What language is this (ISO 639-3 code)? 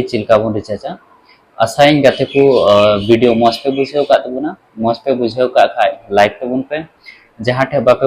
sat